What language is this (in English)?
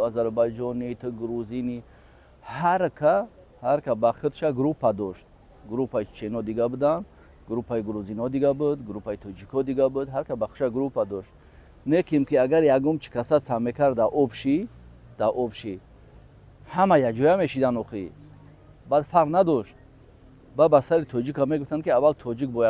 Tajik